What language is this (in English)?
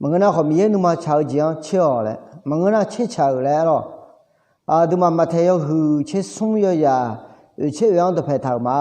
Akha